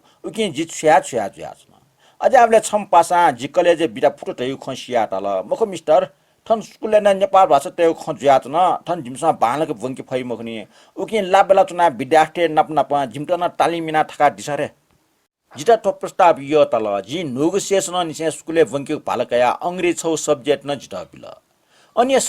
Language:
Newari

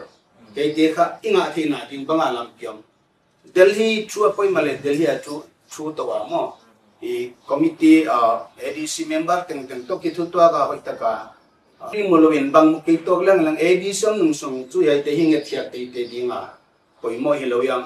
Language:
Paite Chin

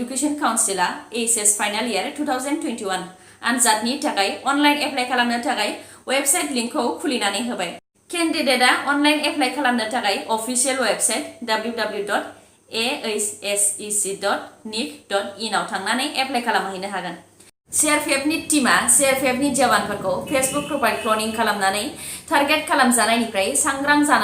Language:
Bodo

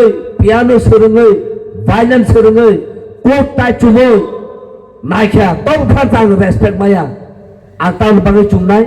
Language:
Kok Borok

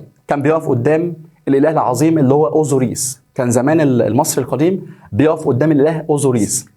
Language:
Egyptian Arabic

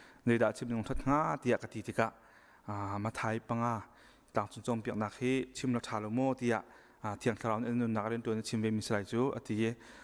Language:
Hakha Chin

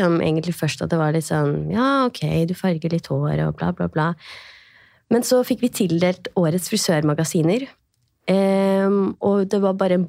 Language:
Norwegian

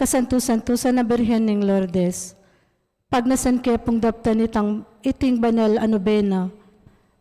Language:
Pampanga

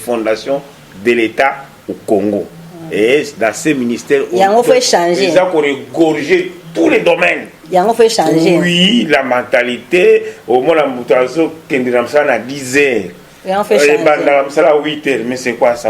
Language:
Lingala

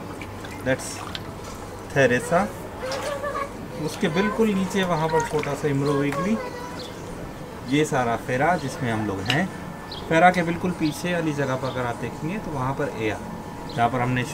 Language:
Hindi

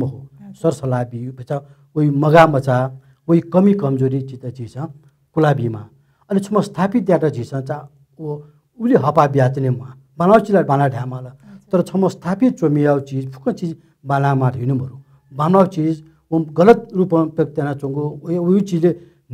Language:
Newari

